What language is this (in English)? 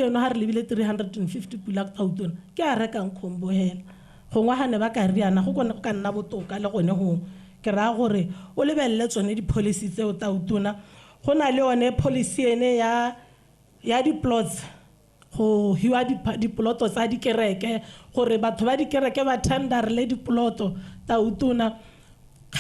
Tswana